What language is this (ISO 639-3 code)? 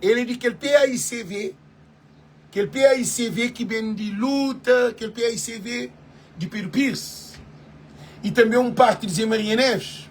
kea